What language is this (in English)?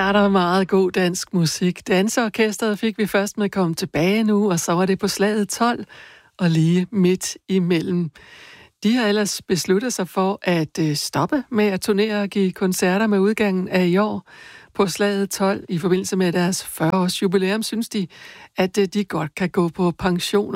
Danish